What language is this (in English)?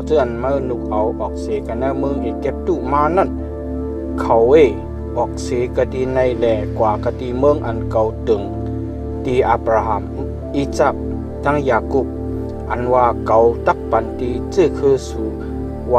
Shan